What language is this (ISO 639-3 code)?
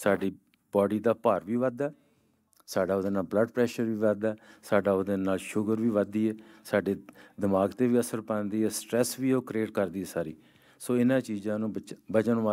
pan